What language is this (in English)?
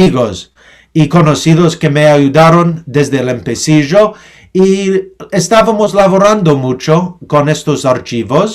Ladino